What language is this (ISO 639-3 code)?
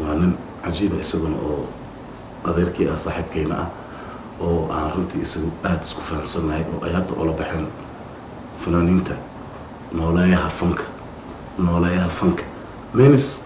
som